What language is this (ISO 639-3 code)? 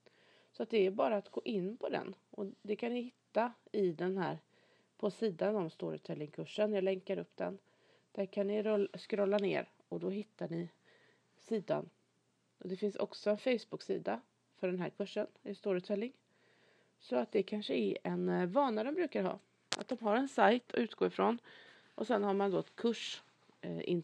swe